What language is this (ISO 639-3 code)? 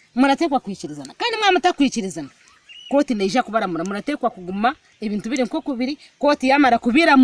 nyn